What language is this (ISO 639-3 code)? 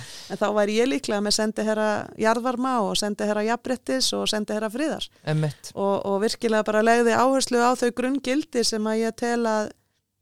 isl